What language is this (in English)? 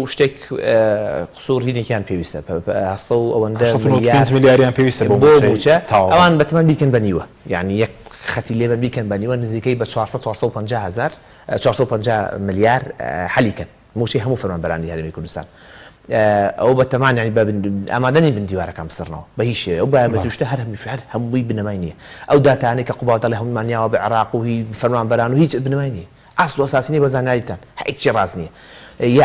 Central Kurdish